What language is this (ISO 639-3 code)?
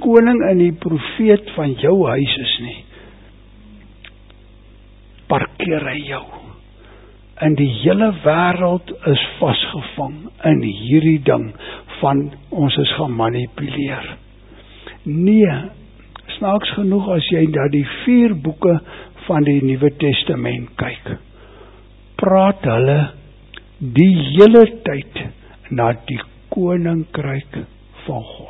afr